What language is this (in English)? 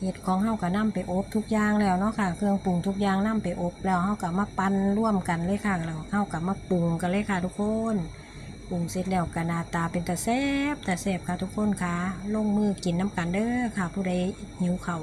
Northeastern Thai